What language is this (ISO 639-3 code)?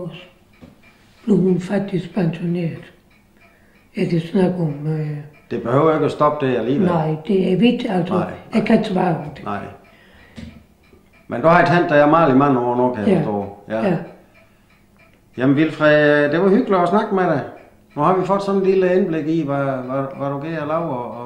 dan